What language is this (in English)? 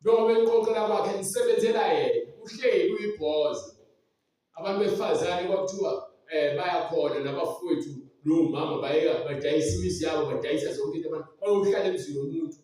Zulu